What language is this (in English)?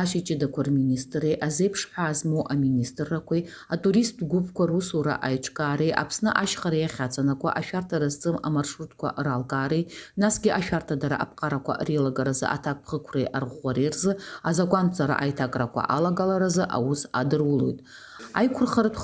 Abkhazian